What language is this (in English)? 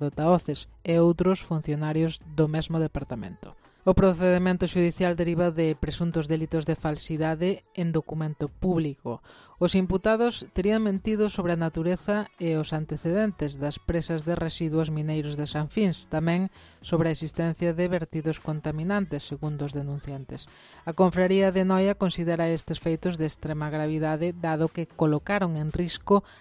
Galician